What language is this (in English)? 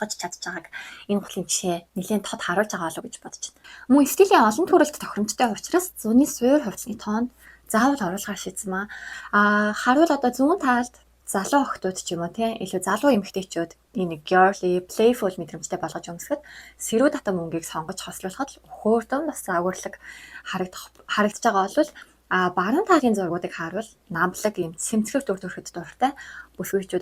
Mongolian